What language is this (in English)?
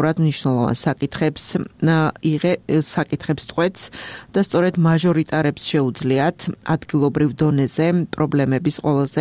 Georgian